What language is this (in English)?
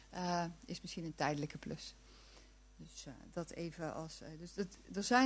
Dutch